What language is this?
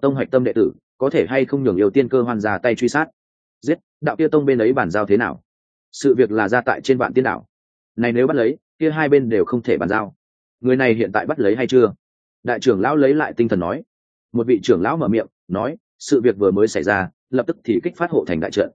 Vietnamese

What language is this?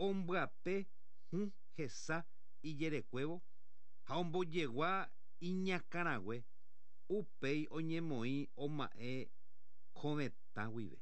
Guarani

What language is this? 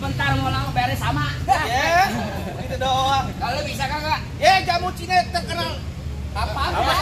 Betawi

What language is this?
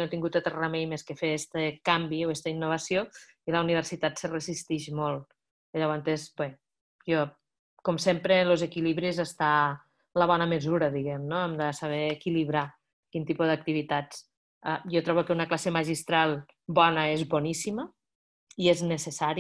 Catalan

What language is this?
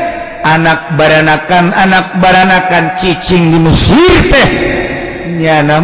Sundanese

